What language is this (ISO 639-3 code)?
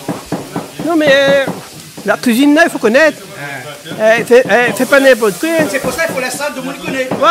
rcf